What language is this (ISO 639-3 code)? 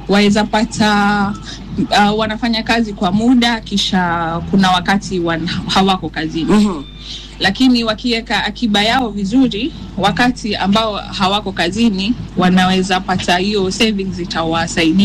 swa